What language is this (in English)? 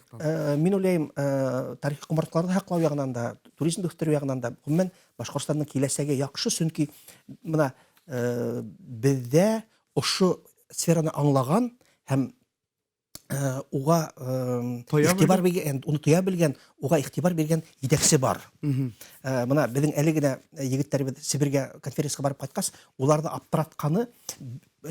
Bashkir